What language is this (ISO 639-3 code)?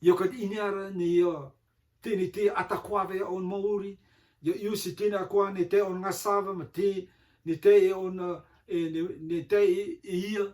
rtm